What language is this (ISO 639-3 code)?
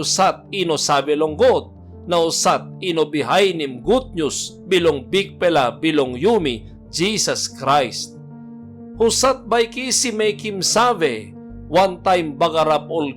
tpi